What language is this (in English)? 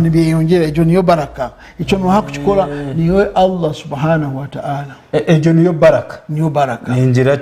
Nyankole